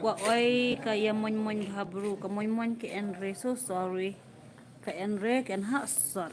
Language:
Khasi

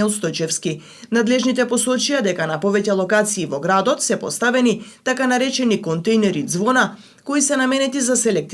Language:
Macedonian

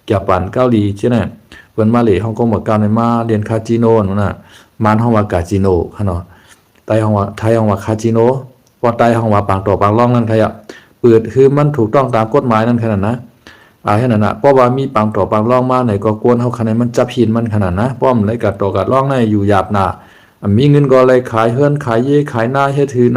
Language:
Shan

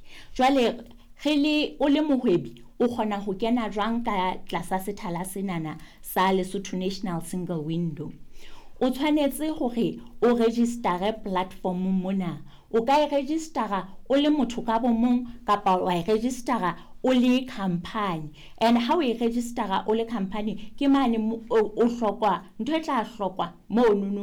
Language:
Southern Sotho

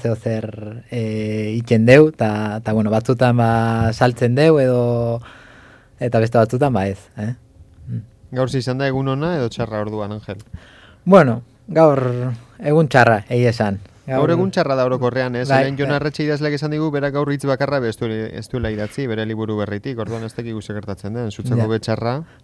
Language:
Basque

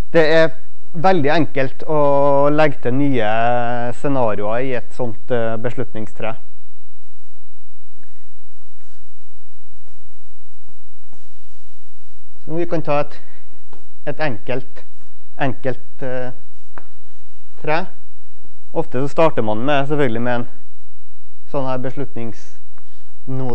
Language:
Norwegian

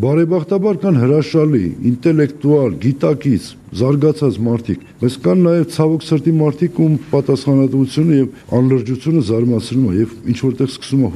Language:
Armenian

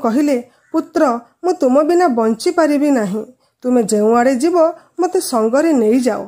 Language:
Odia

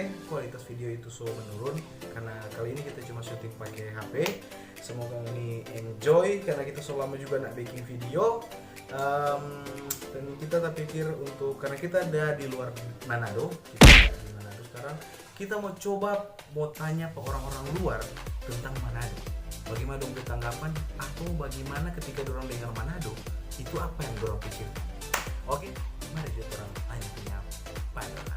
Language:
Manado Malay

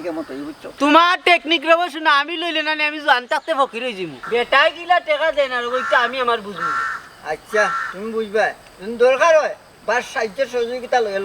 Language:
Sylheti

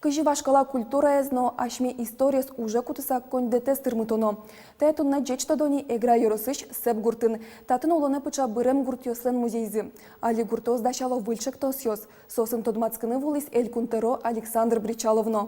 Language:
Udmurt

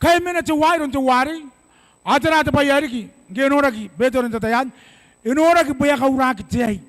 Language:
Gilbertese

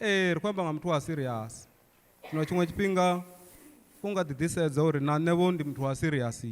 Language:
Venda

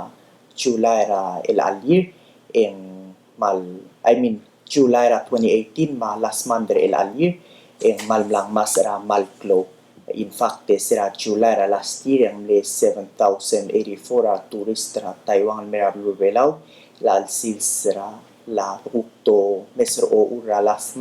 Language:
Palauan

